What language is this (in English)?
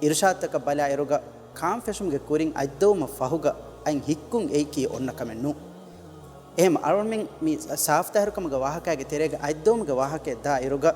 Divehi